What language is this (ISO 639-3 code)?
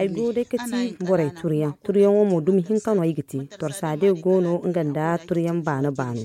dje